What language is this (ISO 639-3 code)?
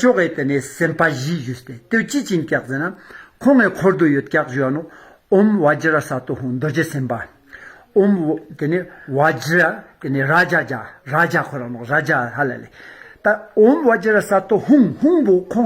lbj